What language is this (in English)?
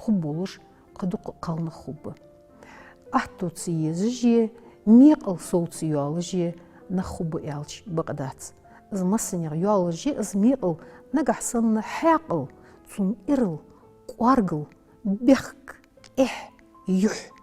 Ingush